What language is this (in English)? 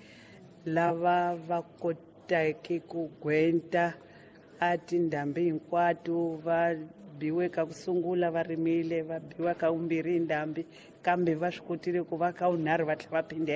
Tsonga